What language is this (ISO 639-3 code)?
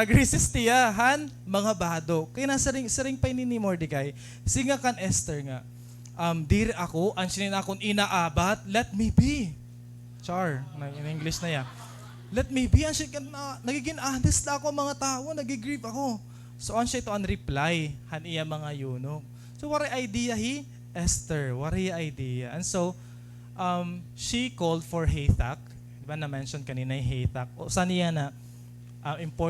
war